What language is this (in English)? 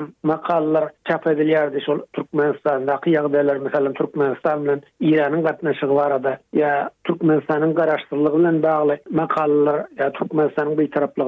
Turkmen